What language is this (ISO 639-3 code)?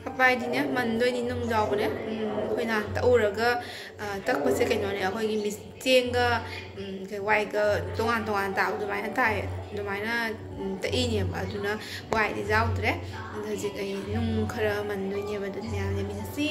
mni